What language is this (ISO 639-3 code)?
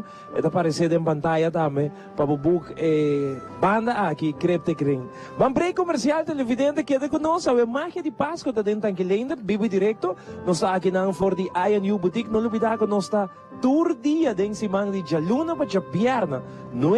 pap